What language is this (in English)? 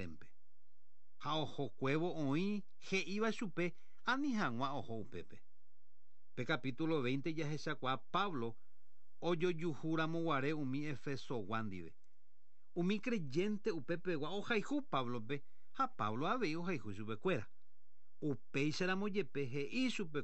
Guarani